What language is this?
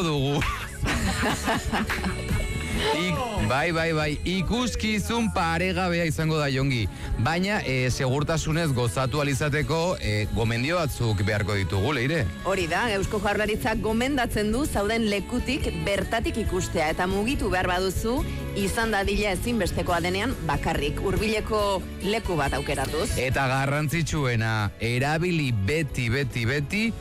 Basque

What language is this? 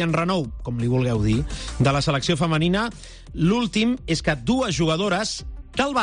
Catalan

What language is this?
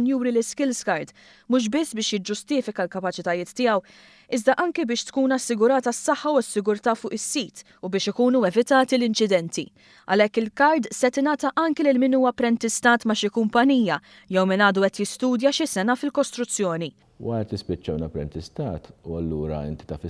Maltese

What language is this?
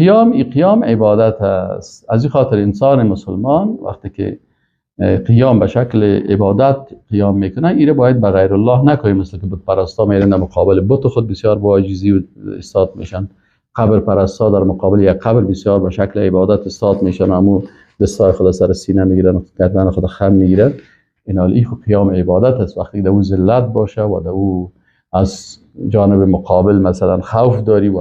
Persian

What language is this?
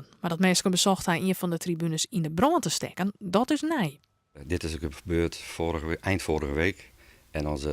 Western Frisian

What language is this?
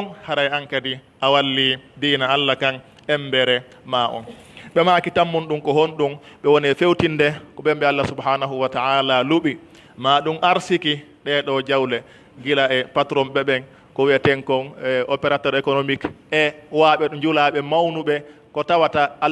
Pular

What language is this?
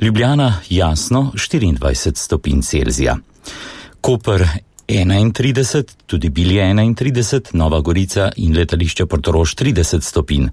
Slovenian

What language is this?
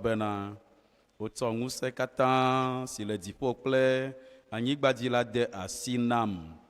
Ewe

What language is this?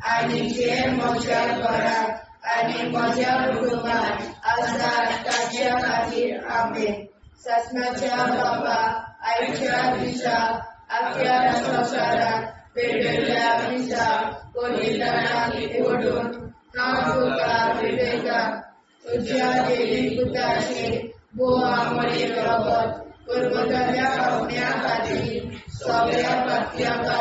Konkani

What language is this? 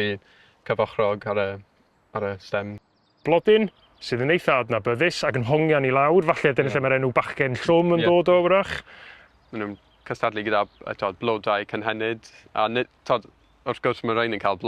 Welsh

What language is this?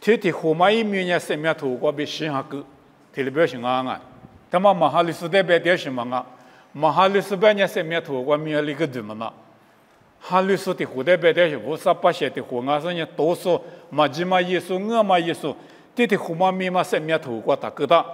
Lisu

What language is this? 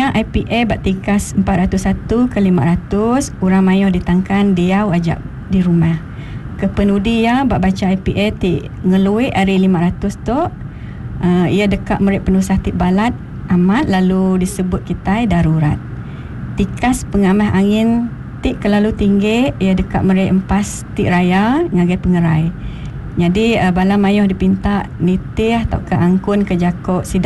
Iban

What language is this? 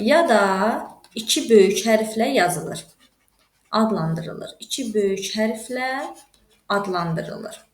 Azerbaijani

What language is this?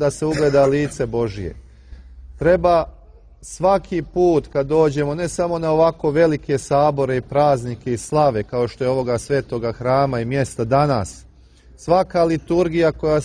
Serbian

